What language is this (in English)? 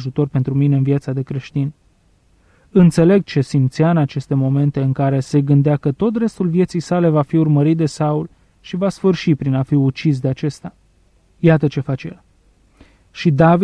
Romanian